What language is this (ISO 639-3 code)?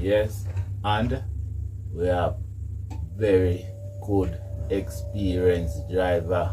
jam